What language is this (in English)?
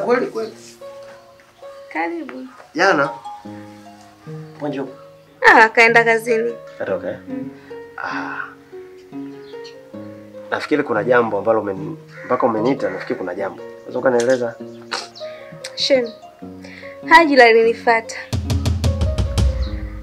Swahili